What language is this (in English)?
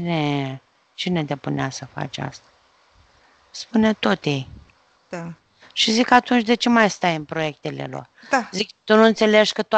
Romanian